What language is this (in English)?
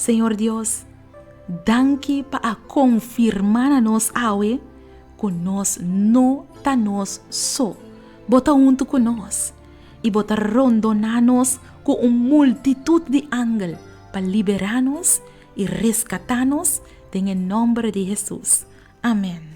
Papiamento